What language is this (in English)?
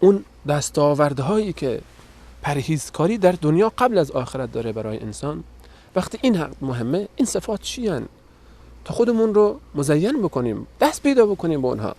Persian